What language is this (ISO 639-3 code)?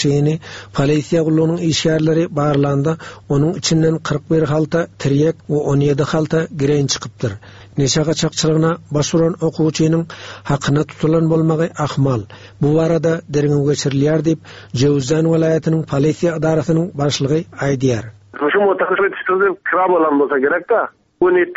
tuk